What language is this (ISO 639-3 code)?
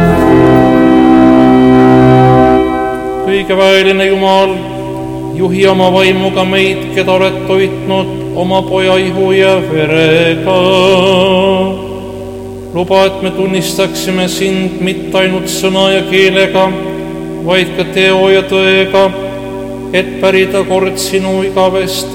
est